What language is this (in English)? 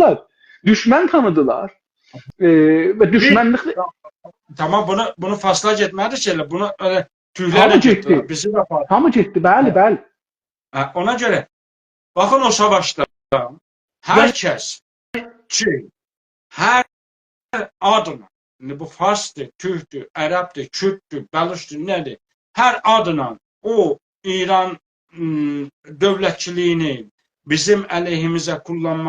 South Azerbaijani